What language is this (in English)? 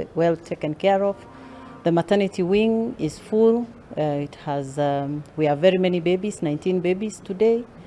Gusii